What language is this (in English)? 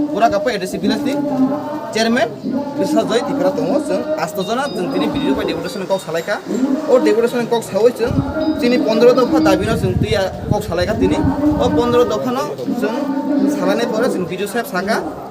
Kok Borok